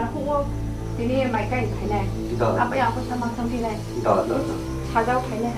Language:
Riang (India)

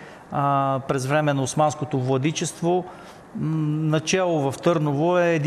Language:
Bulgarian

